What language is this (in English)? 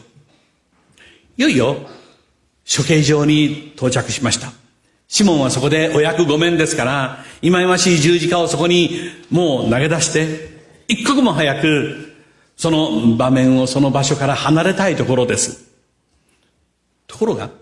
Japanese